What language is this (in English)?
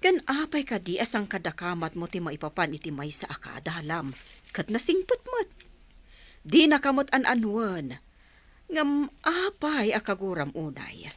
Iloko